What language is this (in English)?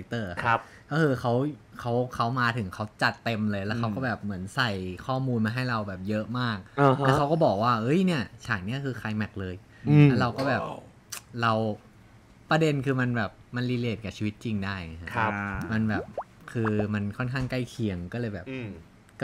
Thai